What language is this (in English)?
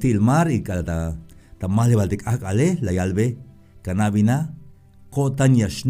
Tzeltal